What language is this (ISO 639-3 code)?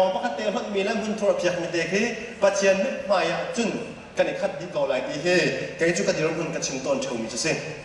cnh